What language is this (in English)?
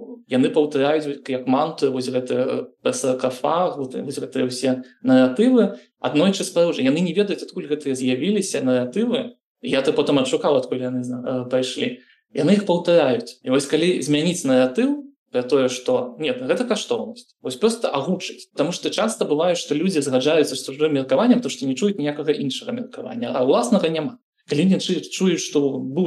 Belarusian